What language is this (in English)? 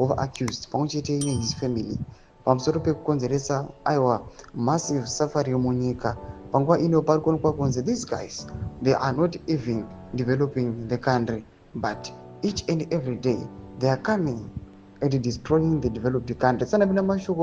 Shona